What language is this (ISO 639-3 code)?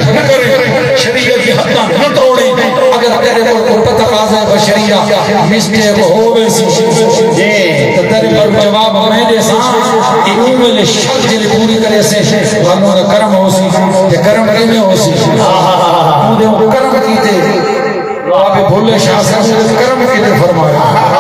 skr